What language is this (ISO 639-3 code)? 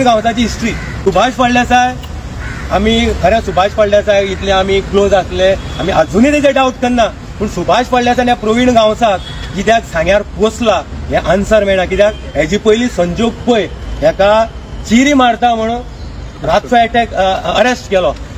kok